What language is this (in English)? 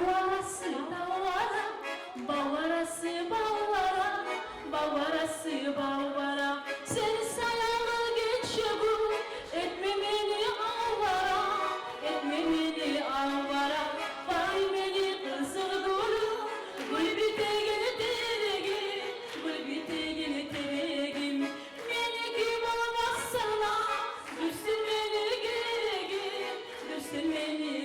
Kumyk